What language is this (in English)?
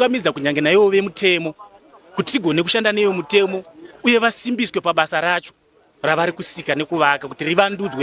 Shona